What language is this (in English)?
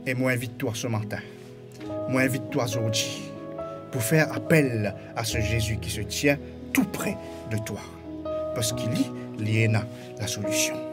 Morisyen